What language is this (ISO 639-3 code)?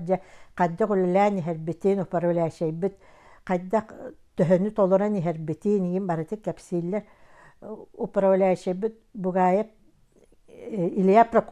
sah